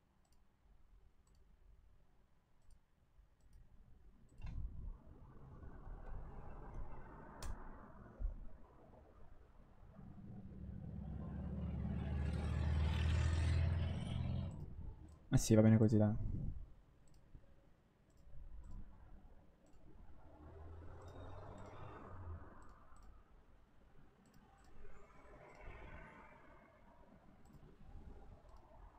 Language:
Italian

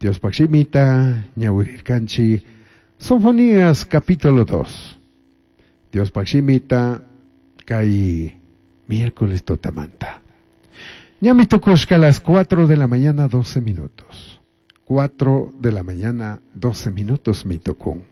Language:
Chimborazo Highland Quichua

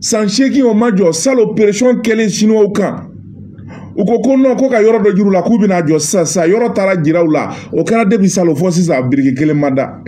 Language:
Bambara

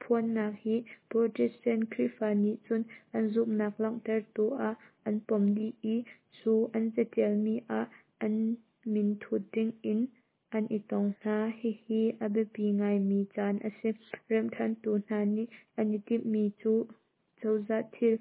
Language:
Hakha Chin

